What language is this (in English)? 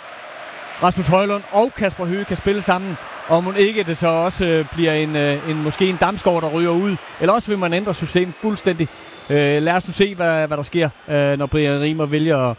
Danish